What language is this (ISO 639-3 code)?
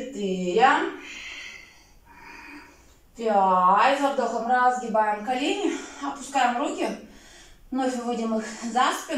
rus